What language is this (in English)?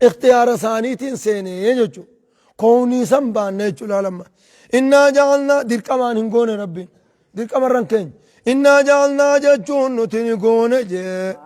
Oromo